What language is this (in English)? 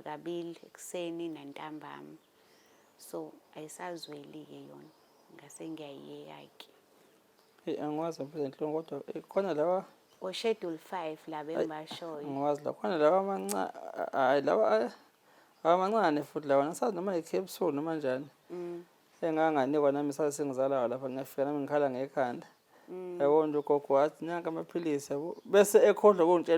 Zulu